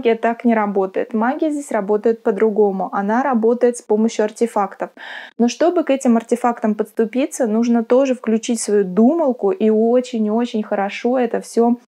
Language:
Russian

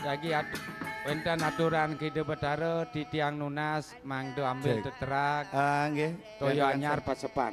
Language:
Balinese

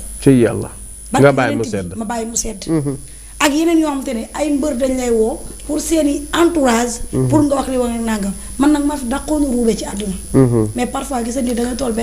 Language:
Wolof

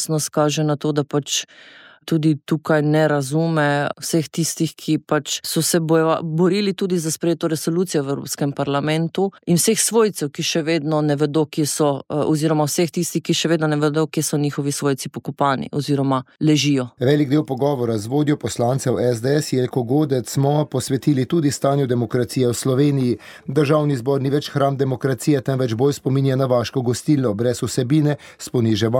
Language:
Slovenian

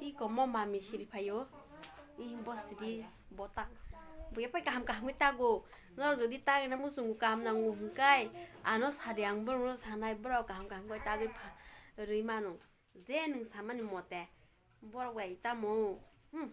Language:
Kok Borok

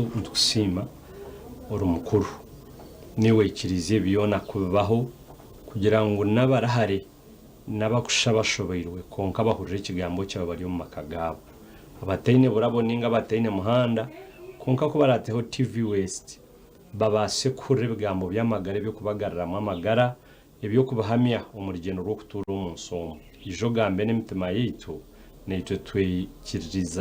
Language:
Nyankole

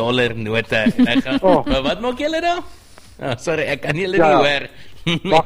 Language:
Afrikaans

